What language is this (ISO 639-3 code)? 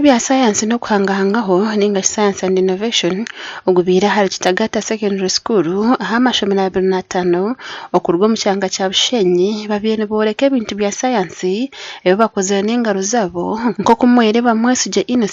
nyn